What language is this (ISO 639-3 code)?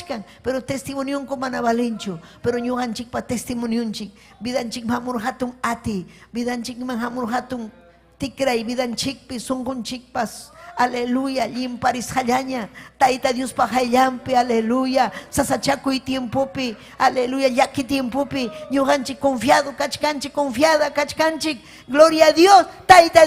quy